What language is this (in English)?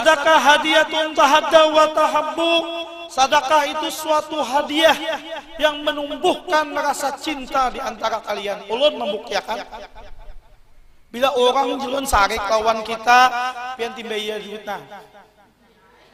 Banjar